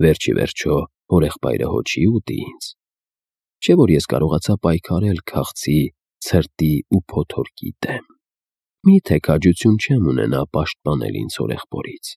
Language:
Armenian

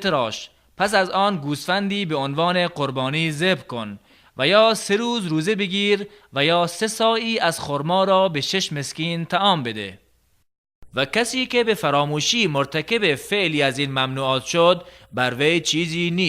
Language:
Tajik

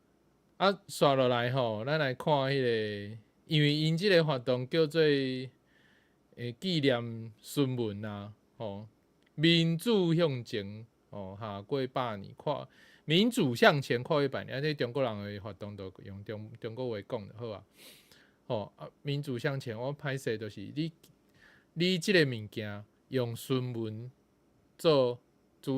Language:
Min Nan Chinese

